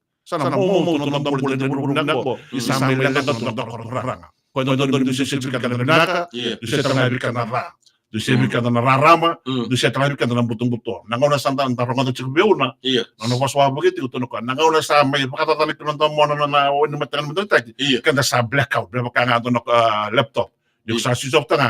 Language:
Fijian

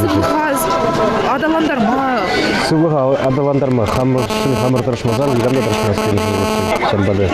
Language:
Chuvash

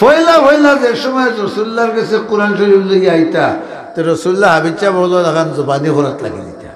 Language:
Sylheti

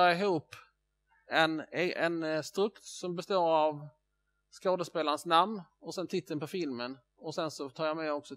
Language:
Swedish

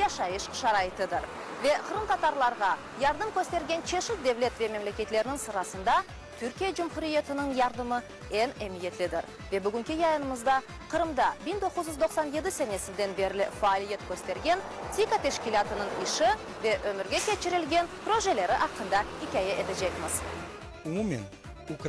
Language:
Crimean Tatar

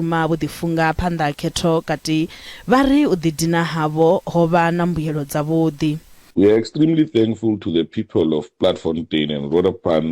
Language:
Venda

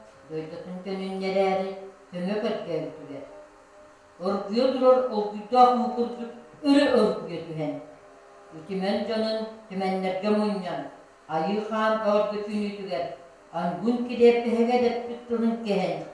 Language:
Yakut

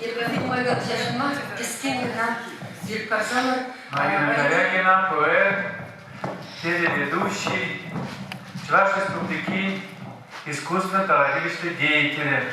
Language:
Chuvash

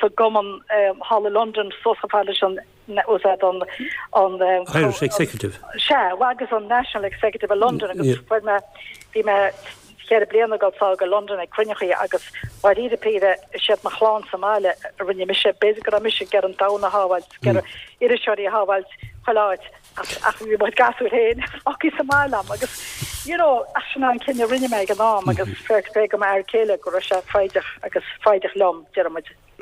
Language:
Irish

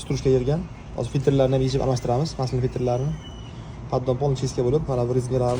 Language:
Uzbek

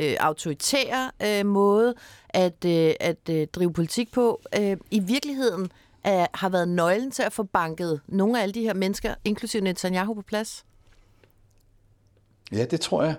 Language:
Danish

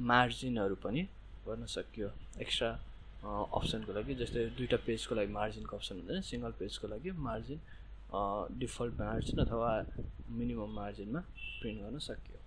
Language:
Nepali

